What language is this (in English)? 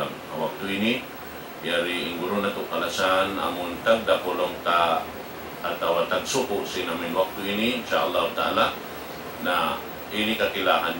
Tausug